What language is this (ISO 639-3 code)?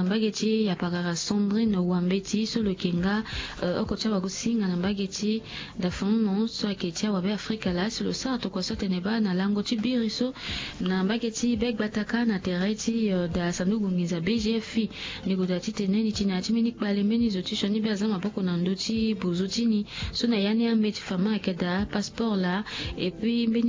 sag